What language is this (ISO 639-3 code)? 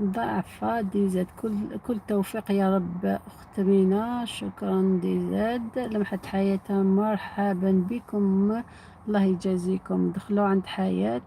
arq